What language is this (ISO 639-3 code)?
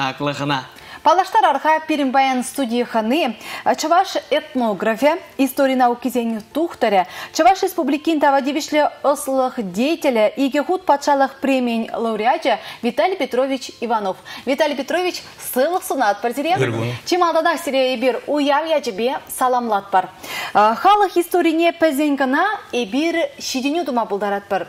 chv